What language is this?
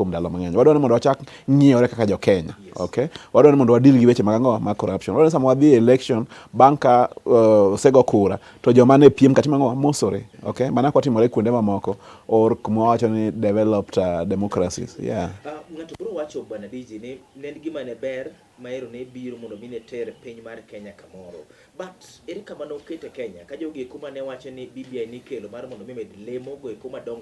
Luo (Kenya and Tanzania)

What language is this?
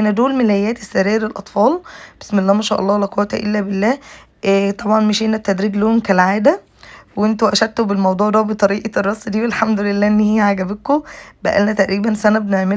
Egyptian Arabic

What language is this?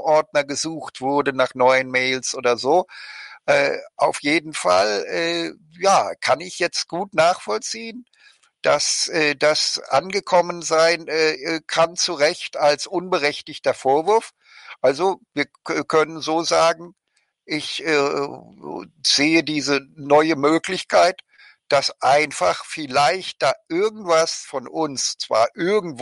German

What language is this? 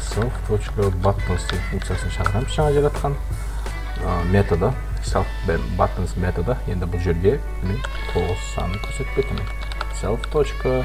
Kara-Kalpak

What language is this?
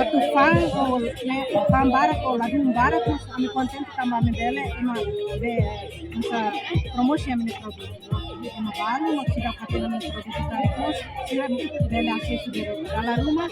Tetum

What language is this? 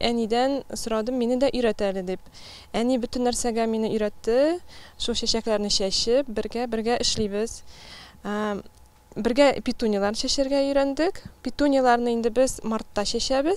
Tatar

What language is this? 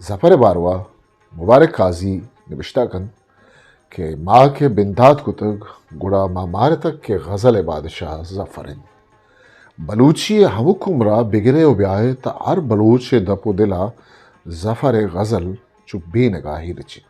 Eastern Balochi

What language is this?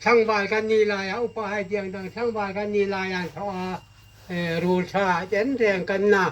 Hmar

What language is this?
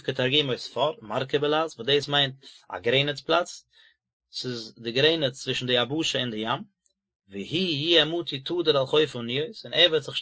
Yiddish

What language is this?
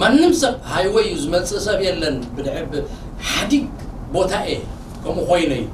Tigrinya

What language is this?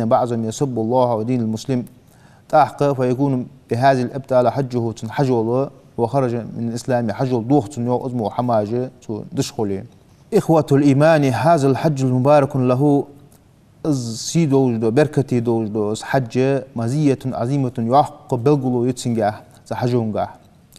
Ingush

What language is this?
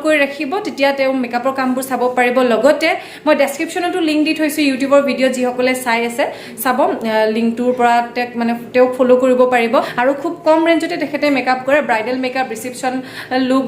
Assamese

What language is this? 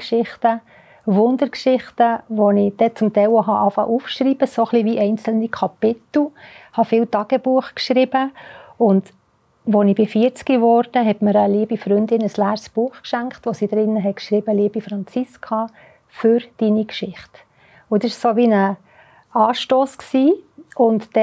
Swiss German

